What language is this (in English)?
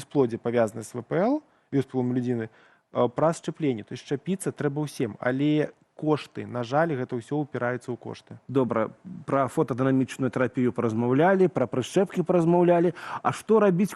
Belarusian